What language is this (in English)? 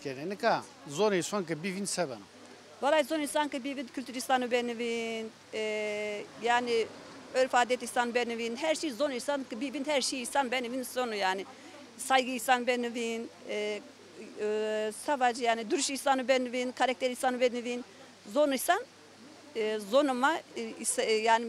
Zaza